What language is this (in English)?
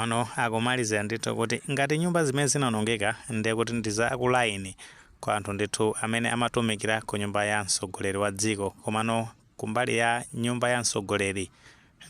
Nyanja